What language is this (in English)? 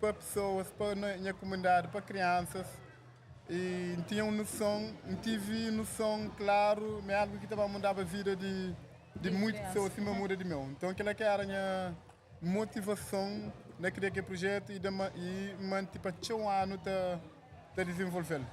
Kabuverdianu